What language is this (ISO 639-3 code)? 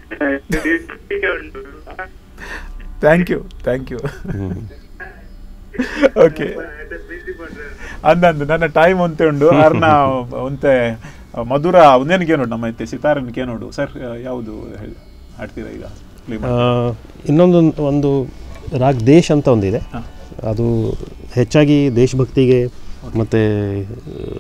tcy